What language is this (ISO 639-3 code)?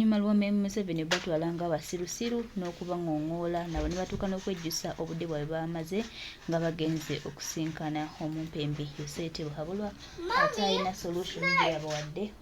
lug